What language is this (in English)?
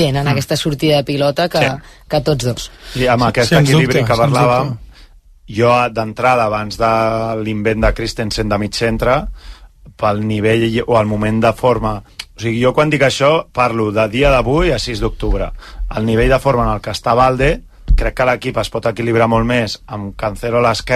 Catalan